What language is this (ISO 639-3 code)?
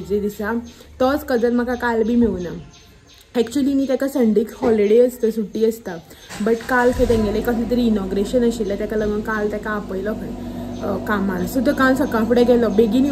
kok